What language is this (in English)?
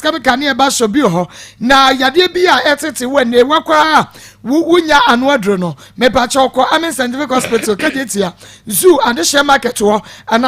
Akan